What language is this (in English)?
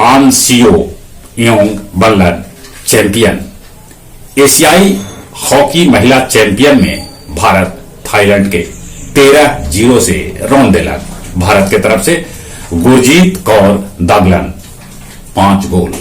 Magahi